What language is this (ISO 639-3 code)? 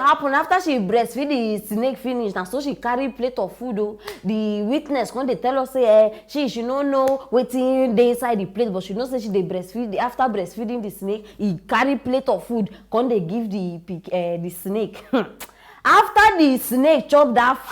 pcm